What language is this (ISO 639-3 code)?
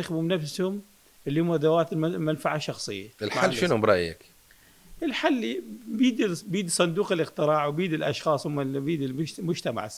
acm